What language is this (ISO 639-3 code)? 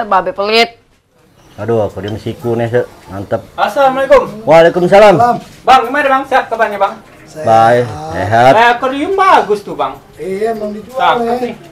bew